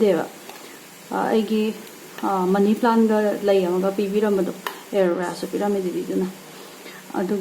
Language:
Manipuri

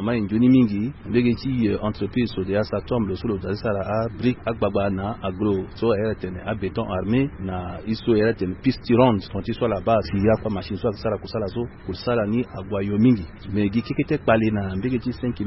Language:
Sango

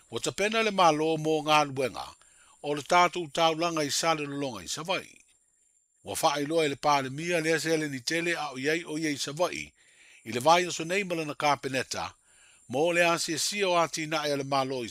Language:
Samoan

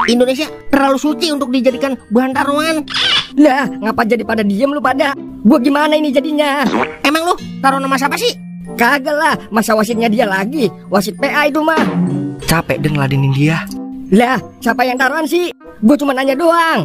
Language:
Betawi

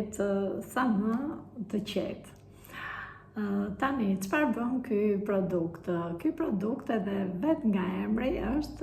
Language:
Albanian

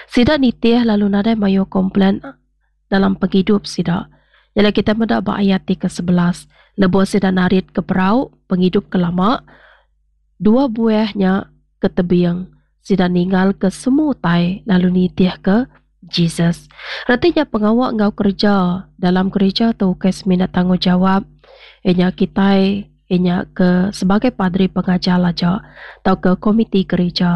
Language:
Iban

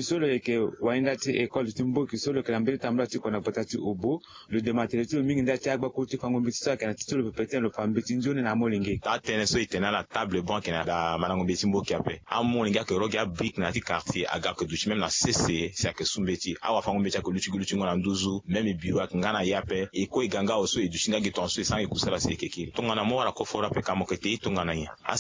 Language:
Sango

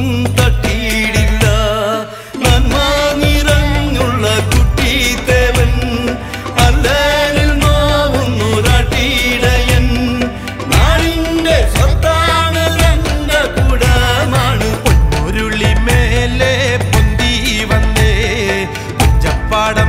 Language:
Malayalam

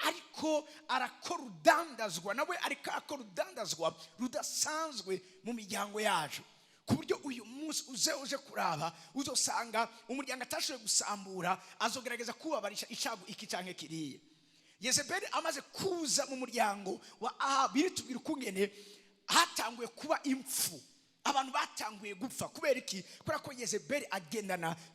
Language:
Rundi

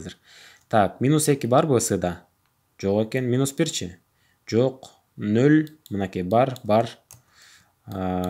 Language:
Kyrgyz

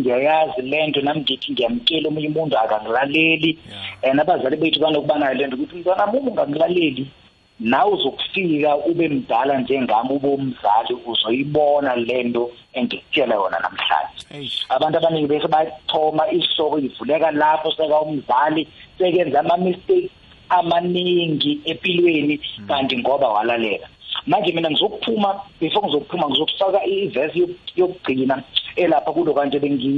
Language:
South Ndebele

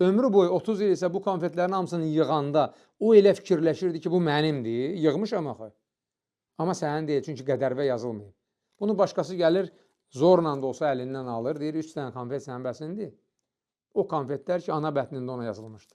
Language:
Azerbaijani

